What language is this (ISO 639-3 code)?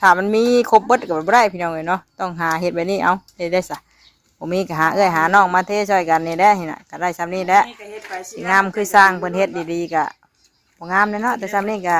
tts